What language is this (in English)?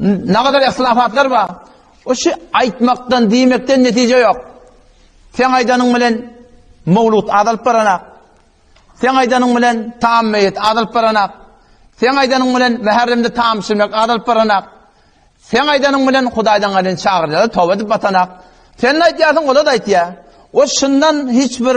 Turkmen